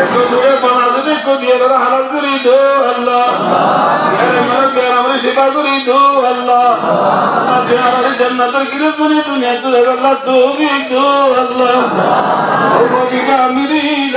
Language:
Rohingya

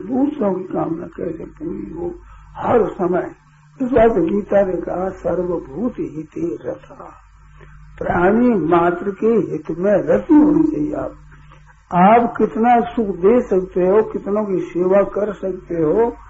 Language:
Hindi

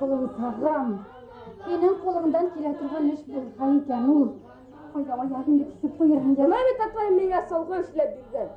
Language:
Bashkir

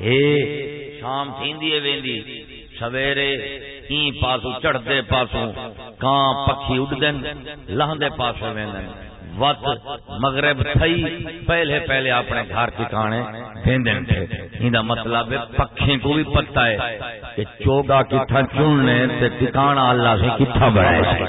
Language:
Saraiki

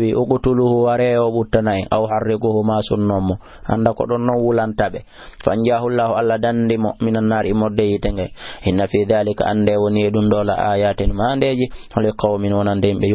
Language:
Fula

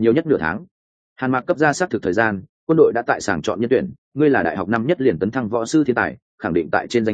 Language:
Vietnamese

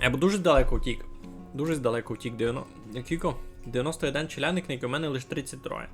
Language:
Rusyn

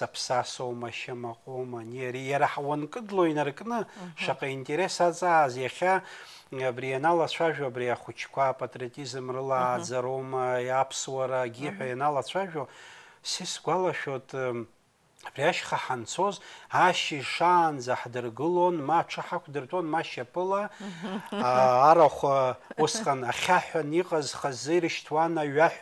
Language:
Abkhazian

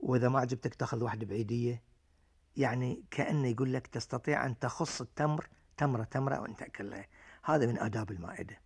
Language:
Gulf Arabic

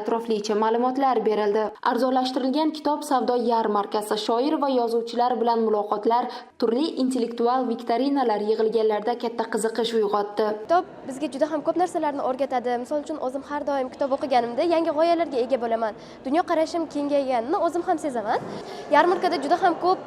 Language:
Uzbek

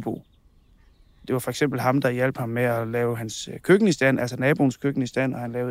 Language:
Danish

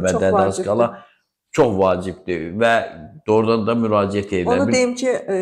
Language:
Azerbaijani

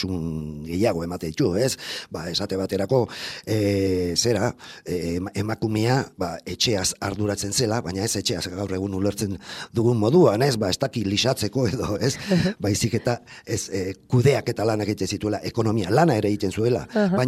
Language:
Basque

